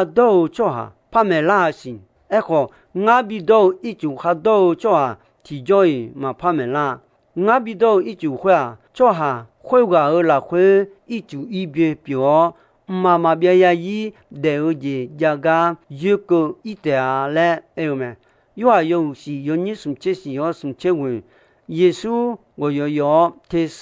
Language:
Akha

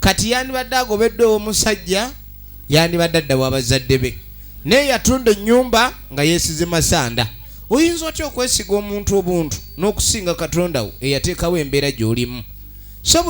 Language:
Ganda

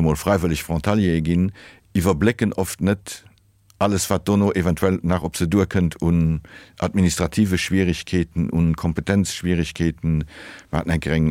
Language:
Luxembourgish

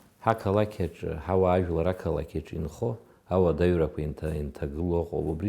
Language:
Abkhazian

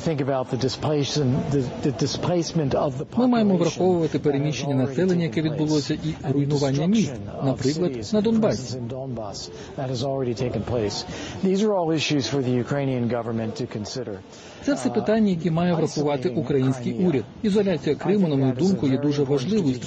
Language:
Ukrainian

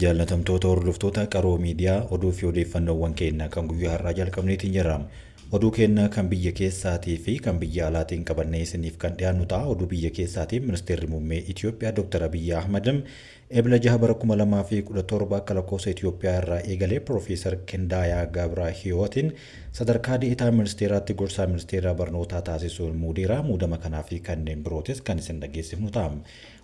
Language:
Oromo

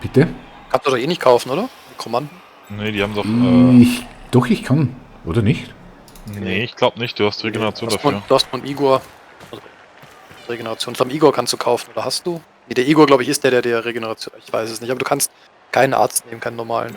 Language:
Swiss German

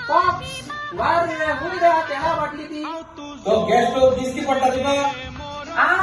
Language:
Konkani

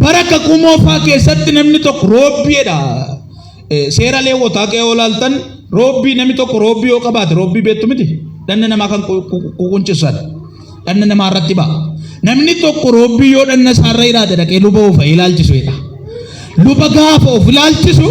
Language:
Oromo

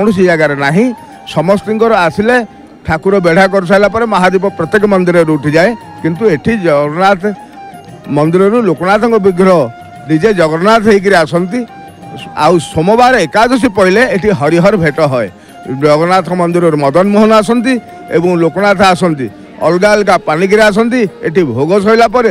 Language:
Odia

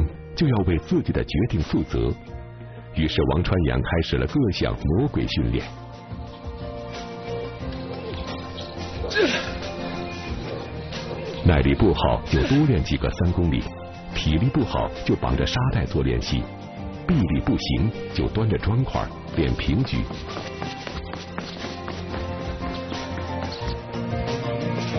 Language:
Chinese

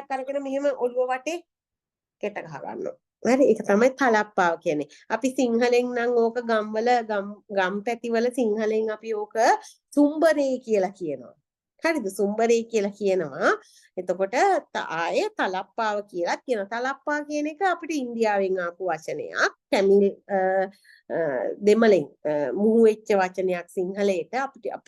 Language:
Sinhala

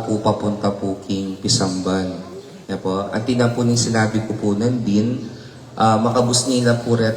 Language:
Pampanga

